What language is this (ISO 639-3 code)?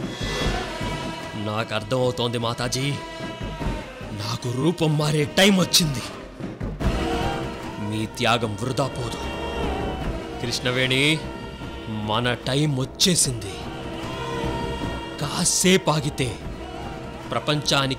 tel